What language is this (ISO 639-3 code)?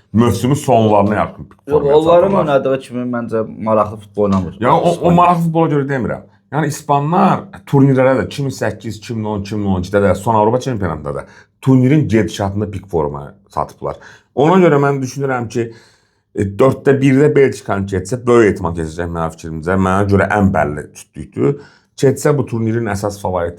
aze